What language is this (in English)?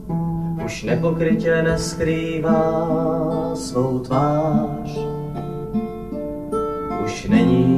Czech